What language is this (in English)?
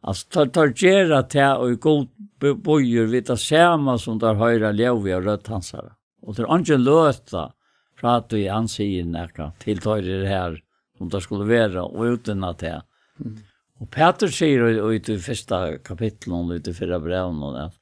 Faroese